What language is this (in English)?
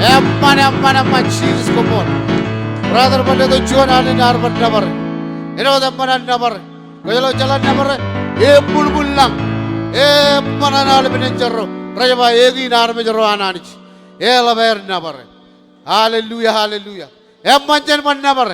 Marshallese